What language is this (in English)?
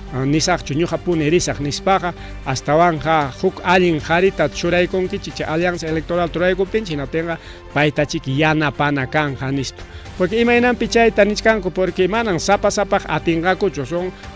Ayacucho Quechua